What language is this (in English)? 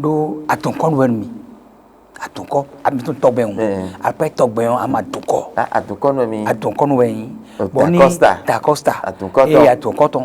Fon